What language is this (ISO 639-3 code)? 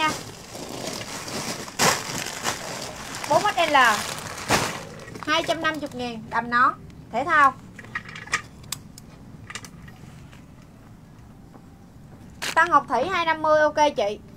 vie